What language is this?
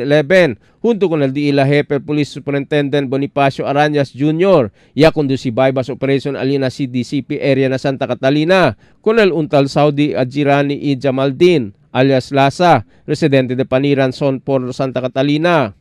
Chavacano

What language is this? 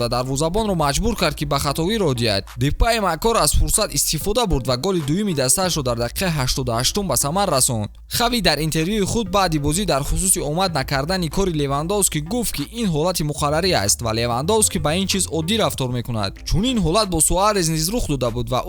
Tajik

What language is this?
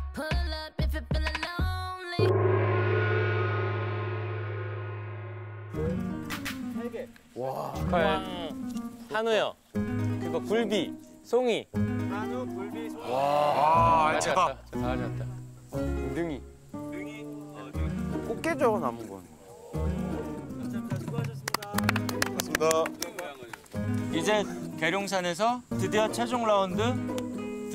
Korean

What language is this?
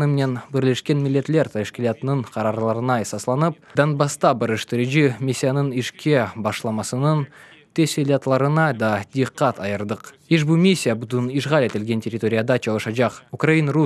Crimean Tatar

